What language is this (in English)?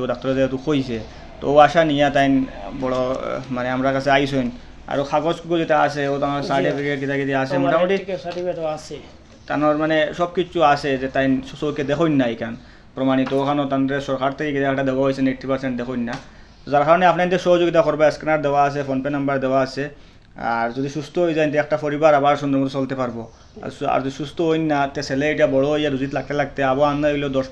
Sylheti